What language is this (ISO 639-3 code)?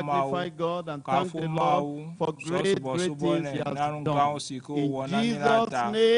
ewe